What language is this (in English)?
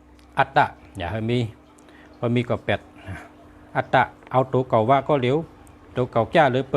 Shan